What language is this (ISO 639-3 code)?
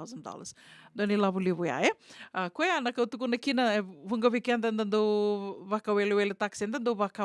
fij